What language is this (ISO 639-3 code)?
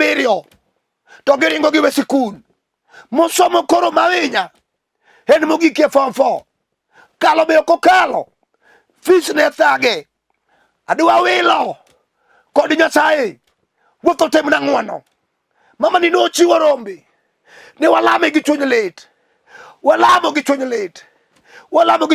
luo